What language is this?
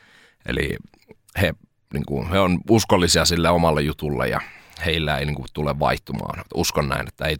Finnish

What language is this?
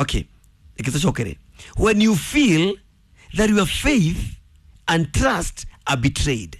Kikuyu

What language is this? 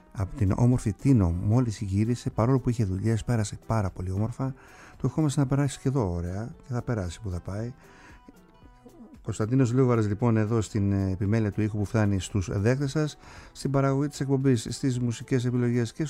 Greek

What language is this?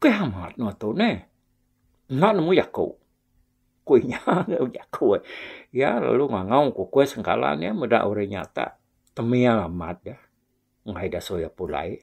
Iban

